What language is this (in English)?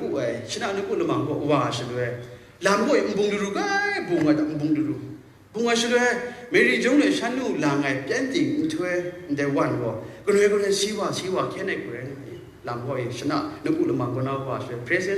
Kachin